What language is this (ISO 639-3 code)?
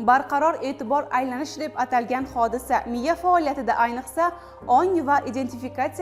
uzb